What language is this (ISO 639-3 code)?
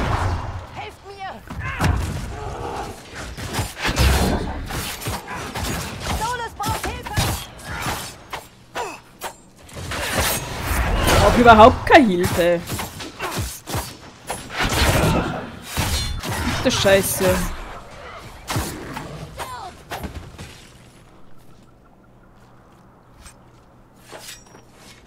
deu